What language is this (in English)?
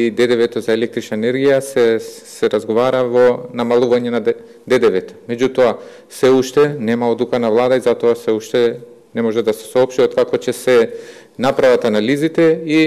Macedonian